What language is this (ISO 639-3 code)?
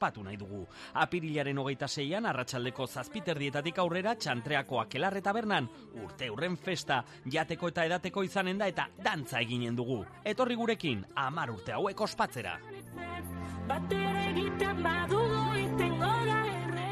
eus